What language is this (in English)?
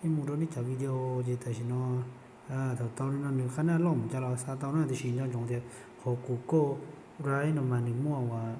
Hmong